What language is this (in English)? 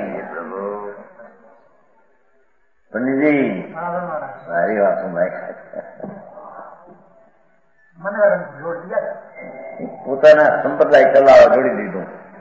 Gujarati